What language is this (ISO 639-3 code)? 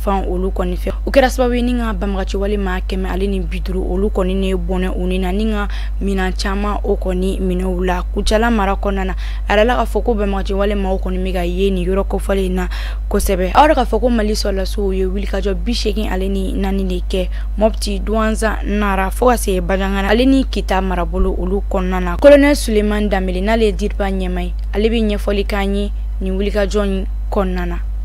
bam